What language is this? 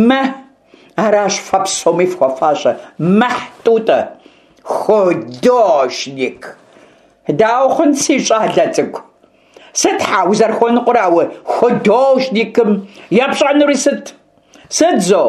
Kabardian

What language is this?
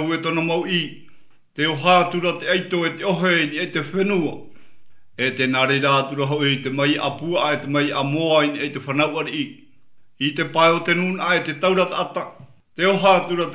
Tahitian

